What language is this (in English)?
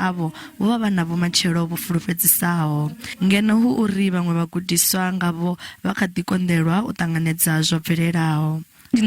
Venda